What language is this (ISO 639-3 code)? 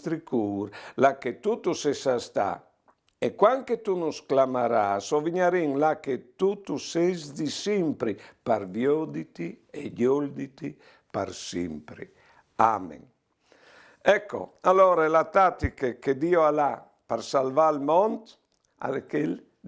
fur